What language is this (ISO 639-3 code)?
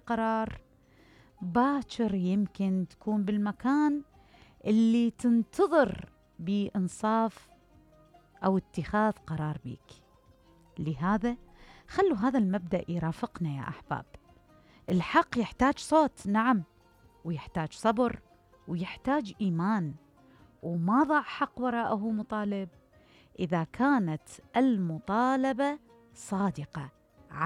acm